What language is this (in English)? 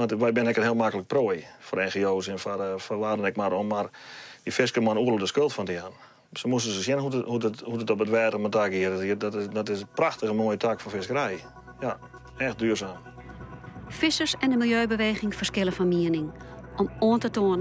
Western Frisian